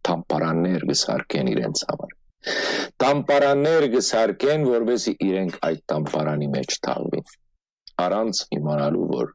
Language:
Western Armenian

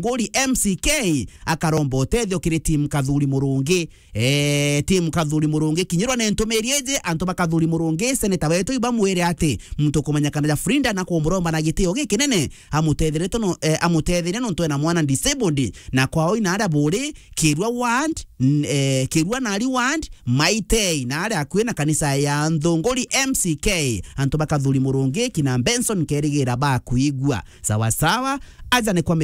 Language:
Meru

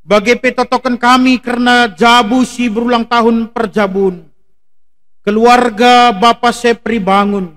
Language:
Batak Karo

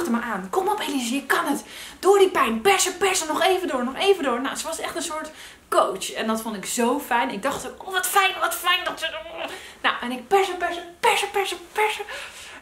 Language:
Dutch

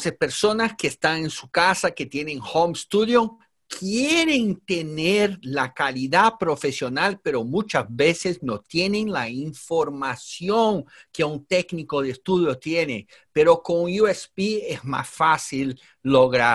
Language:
Spanish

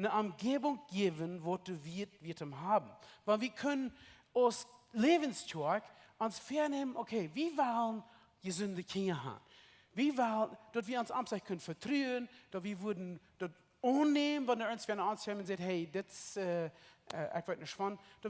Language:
Plautdietsch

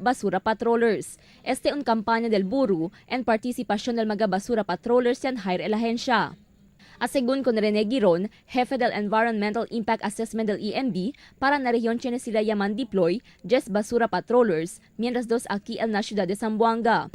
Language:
Chavacano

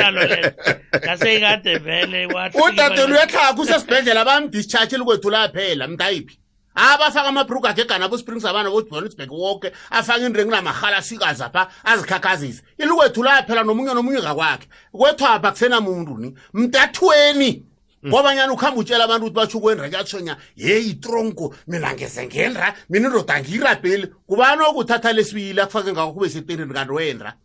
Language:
South Ndebele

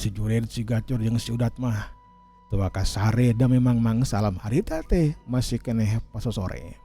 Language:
Sundanese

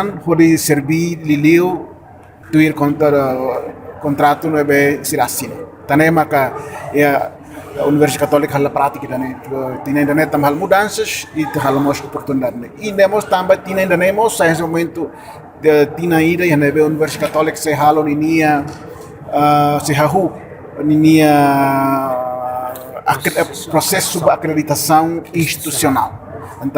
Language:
Tetum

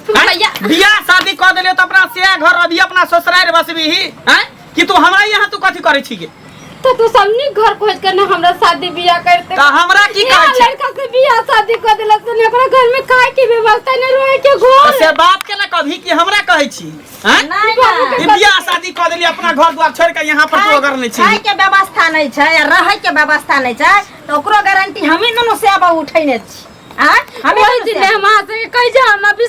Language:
Maithili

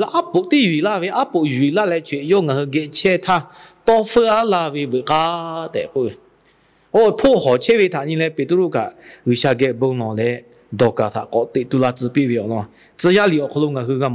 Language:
Lahu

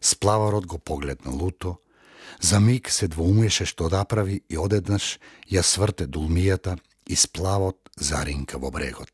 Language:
Macedonian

